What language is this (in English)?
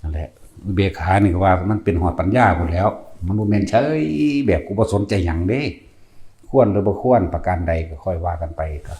Lao